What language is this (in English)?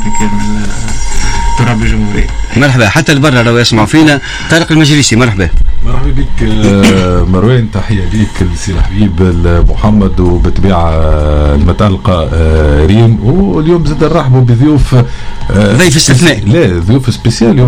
Tunisian Arabic